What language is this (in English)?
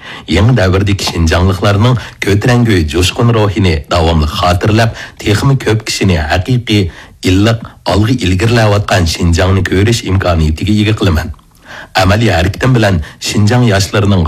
Uyghur